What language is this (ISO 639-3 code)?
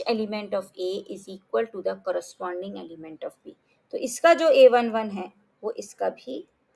hin